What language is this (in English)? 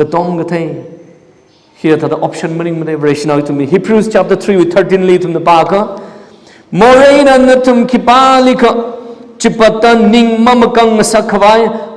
Tangkhul Naga (India)